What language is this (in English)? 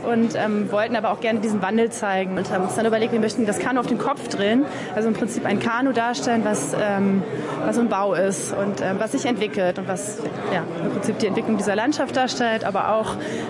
German